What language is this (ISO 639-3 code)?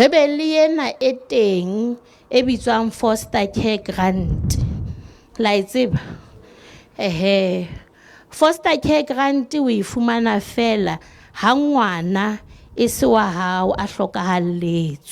sot